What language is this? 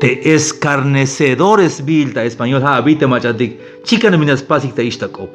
Tzeltal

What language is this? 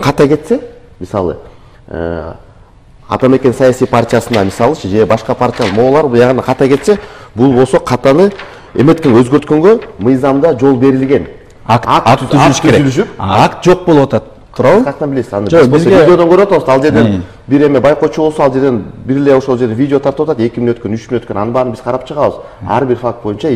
Kyrgyz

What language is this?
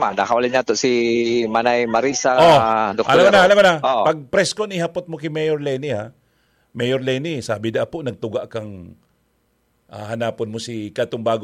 Bikol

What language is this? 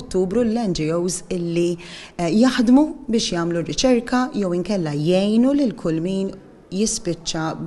Maltese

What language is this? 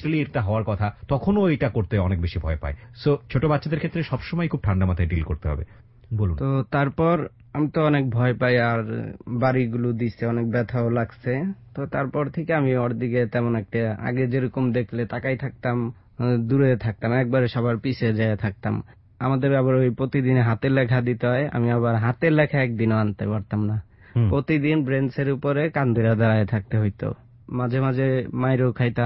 Bangla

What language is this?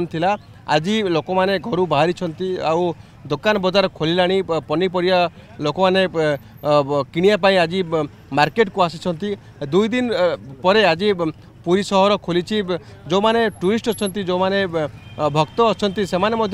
Odia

